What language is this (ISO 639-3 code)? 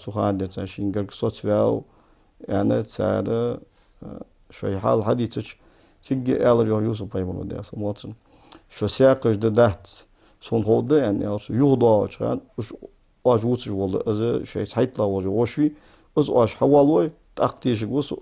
inh